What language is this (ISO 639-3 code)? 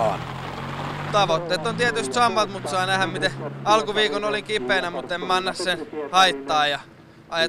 fin